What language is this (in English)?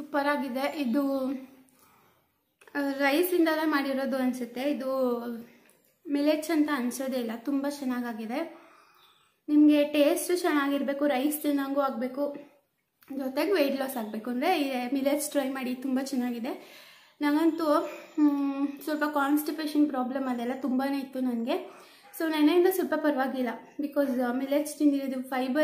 Kannada